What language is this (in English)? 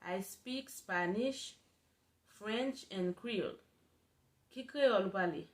Haitian Creole